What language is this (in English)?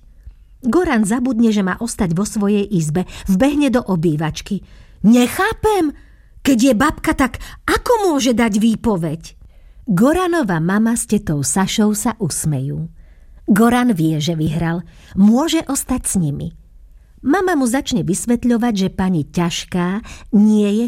Slovak